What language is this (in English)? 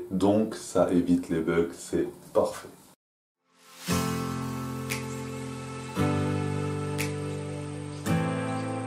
French